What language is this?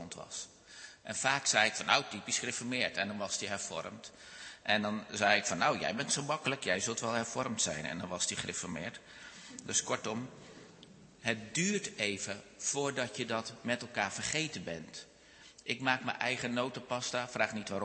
Dutch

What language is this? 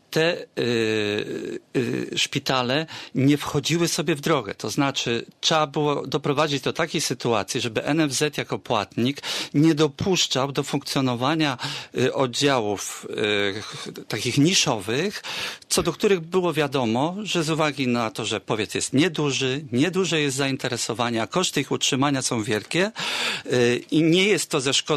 Polish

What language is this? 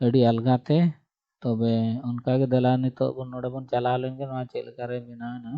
Santali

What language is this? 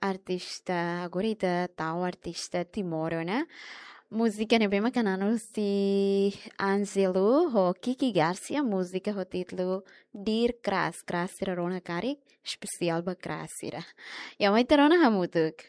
Tetum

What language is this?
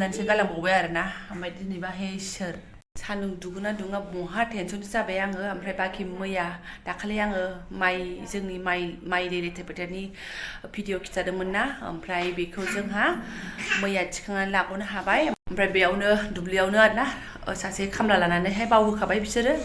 Bodo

